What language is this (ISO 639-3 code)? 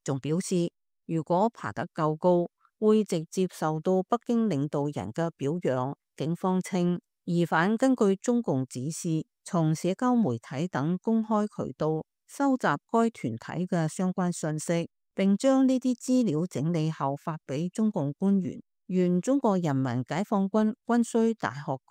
yue